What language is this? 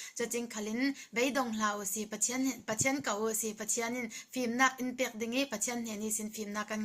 Falam Chin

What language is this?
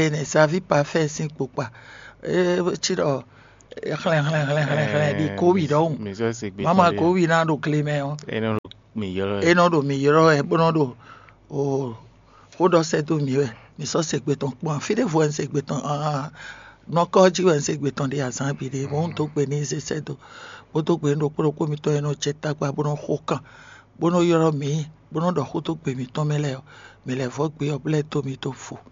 Fon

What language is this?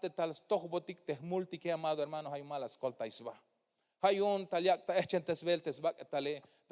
Tzeltal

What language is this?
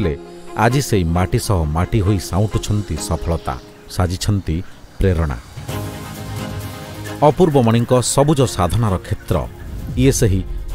Odia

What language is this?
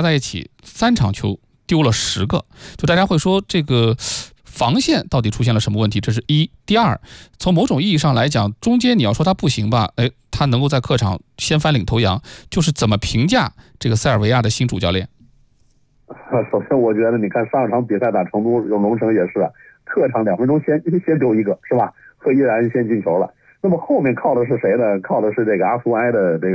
Chinese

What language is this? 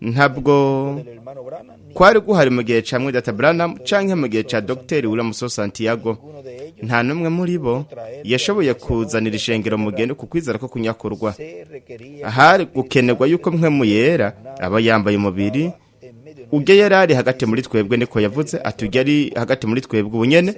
Rundi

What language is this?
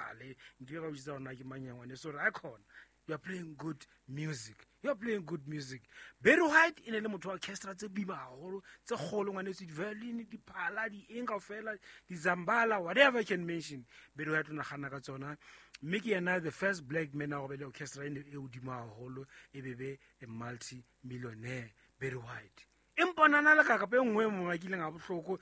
Southern Sotho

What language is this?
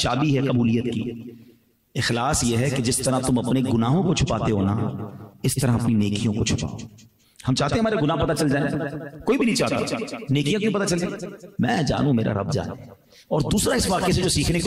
Urdu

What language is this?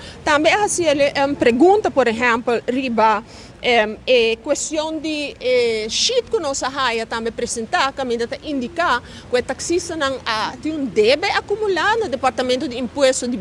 Papiamento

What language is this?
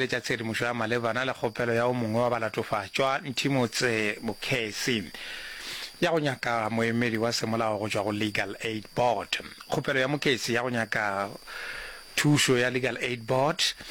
Northern Sotho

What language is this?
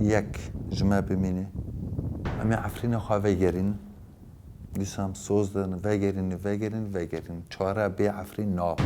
Kurdish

